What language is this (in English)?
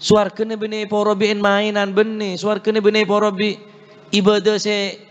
Madurese